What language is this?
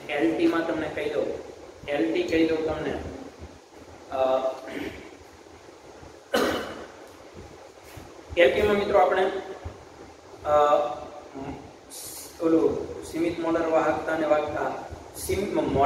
Gujarati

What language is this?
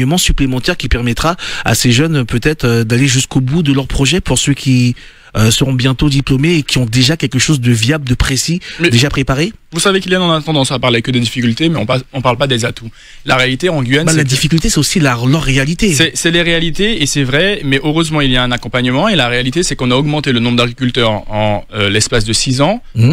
French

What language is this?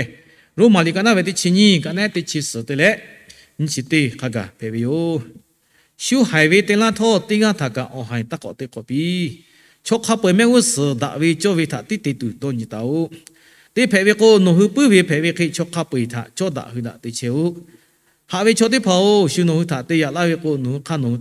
Lahu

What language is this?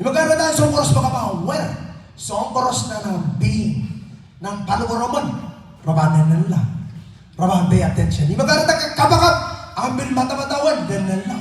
Pohnpeian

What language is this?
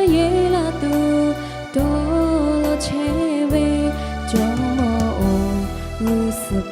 Lahu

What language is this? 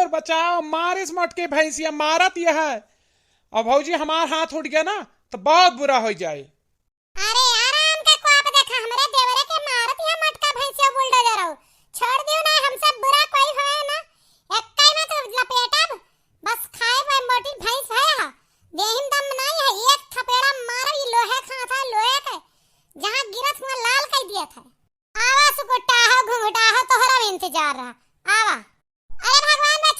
Awadhi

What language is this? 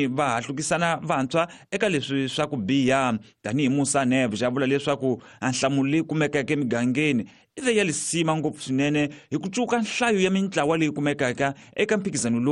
Tsonga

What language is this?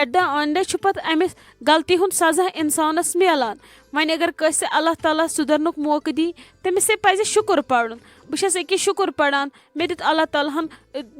Kashmiri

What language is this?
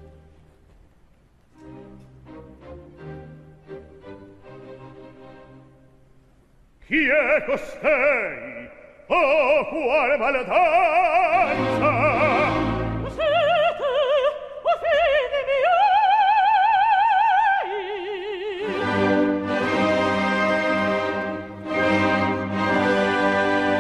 Italian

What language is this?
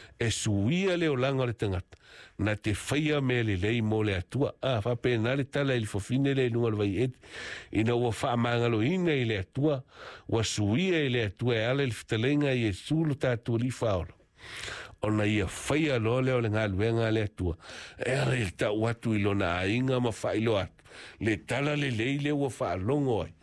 Samoan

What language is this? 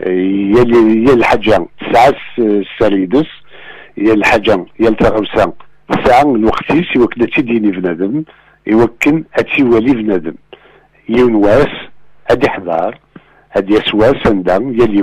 Kabyle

